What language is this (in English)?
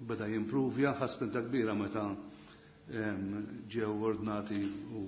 Maltese